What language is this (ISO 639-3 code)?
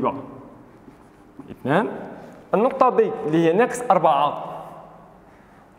arq